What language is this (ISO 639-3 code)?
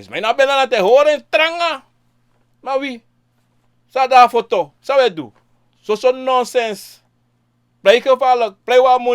srn